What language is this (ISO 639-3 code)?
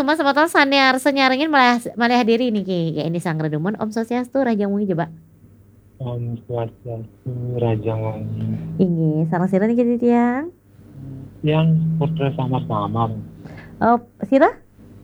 ban